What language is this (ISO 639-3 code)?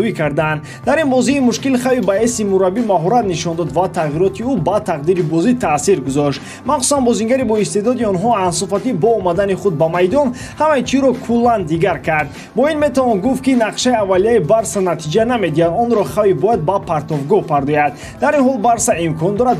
tgk